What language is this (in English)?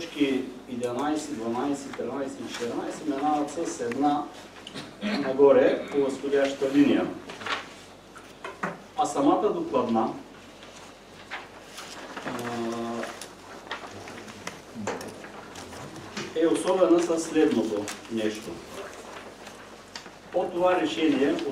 Bulgarian